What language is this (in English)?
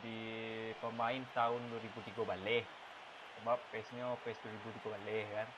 Minangkabau